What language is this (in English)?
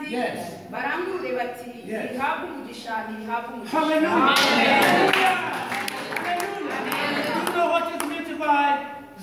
Kinyarwanda